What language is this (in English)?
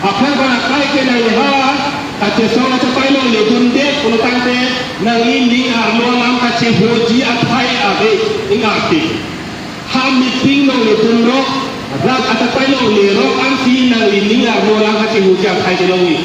Karbi